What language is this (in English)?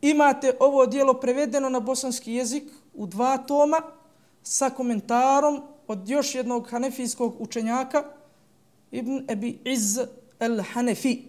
Bosnian